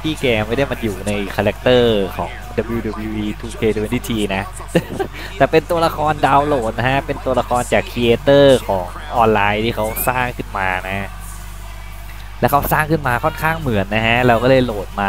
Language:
Thai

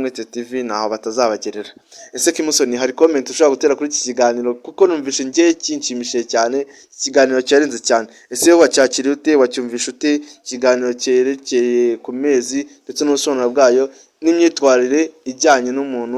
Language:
Kinyarwanda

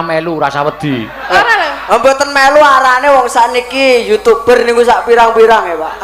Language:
Javanese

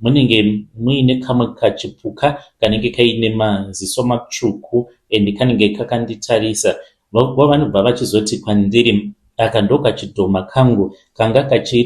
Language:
Shona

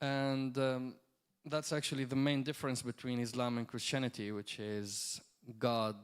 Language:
English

